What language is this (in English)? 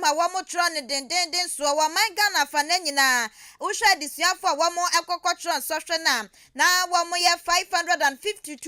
Akan